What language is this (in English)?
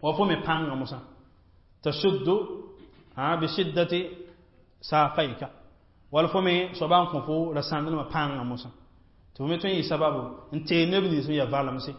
Mossi